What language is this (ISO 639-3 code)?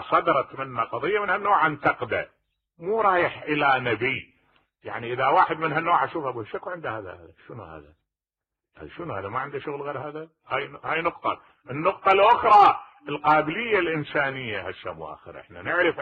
acm